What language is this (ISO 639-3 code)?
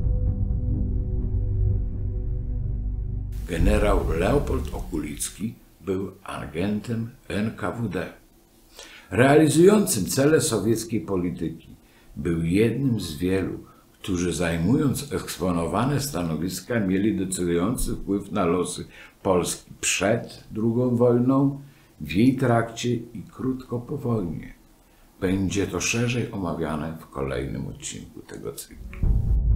pol